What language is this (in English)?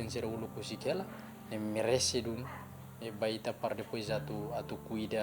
Tetum